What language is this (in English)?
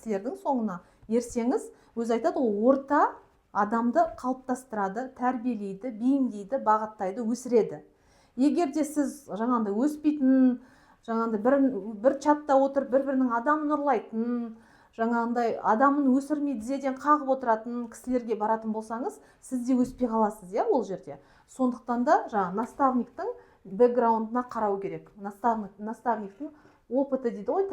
Kazakh